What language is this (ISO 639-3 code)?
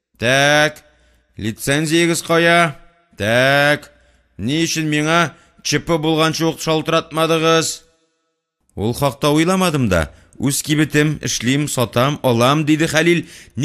tat